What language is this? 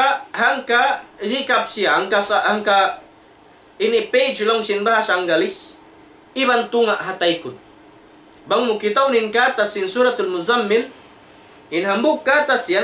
Tausug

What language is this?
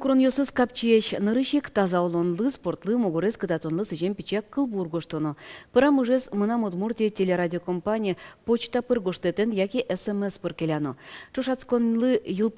Udmurt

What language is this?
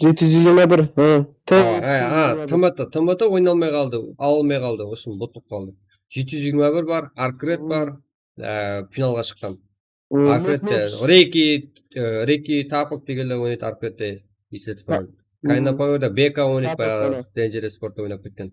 Kara-Kalpak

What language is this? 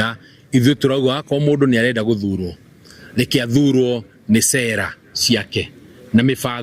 Kikuyu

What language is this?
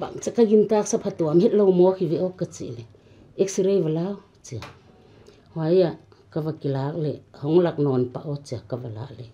Paite Chin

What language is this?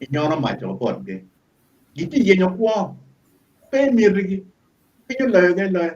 Acoli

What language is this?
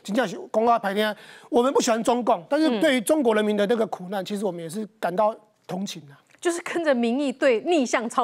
Chinese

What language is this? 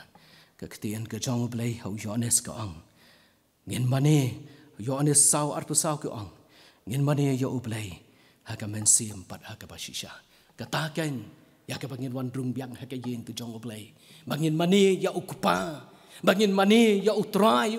Khasi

